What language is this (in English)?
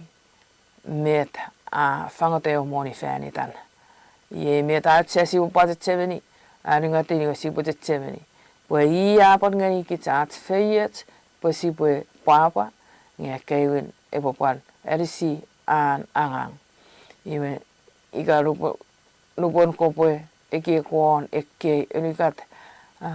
Chuukese